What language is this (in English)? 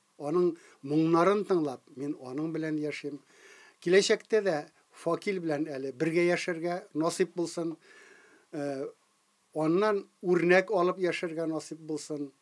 Tatar